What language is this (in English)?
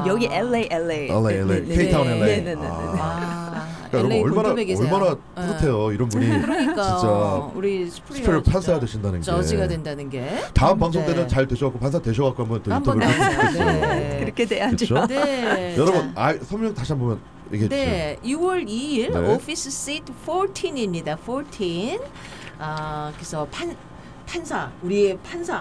Korean